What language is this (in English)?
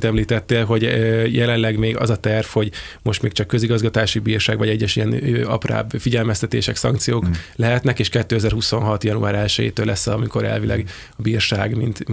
Hungarian